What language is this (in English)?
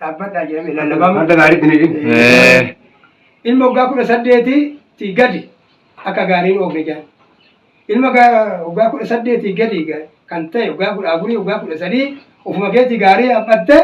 Oromo